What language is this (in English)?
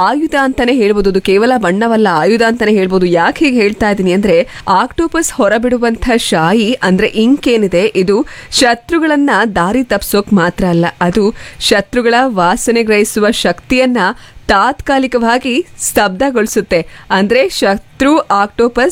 Kannada